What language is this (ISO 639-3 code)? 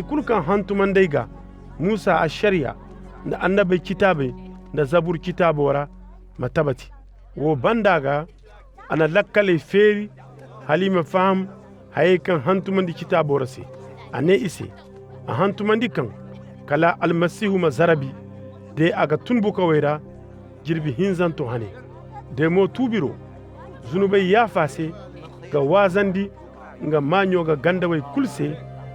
ses